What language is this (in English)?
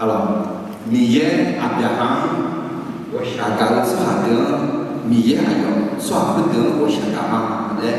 Akha